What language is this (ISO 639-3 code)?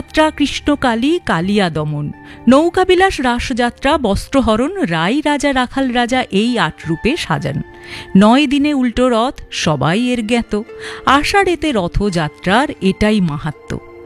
ben